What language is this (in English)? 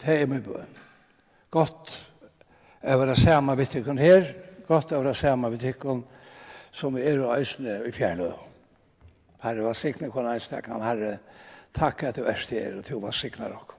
Faroese